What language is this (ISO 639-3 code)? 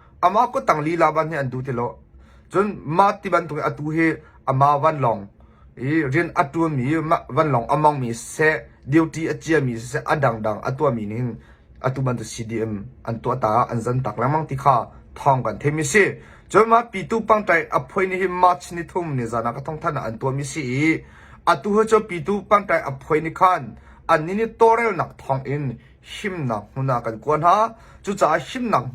cnh